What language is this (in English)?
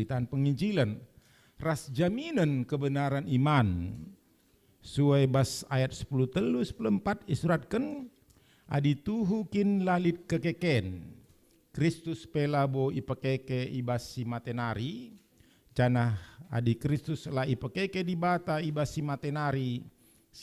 Batak Karo